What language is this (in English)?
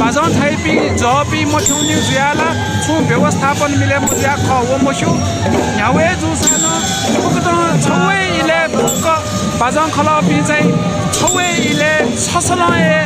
Newari